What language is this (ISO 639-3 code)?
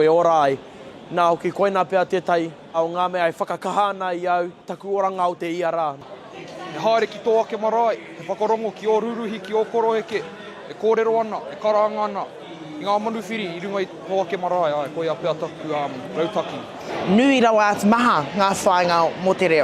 mri